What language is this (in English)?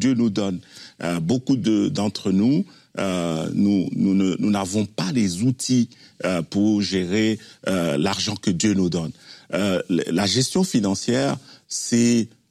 French